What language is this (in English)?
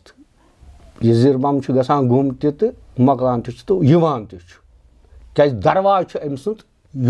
Kashmiri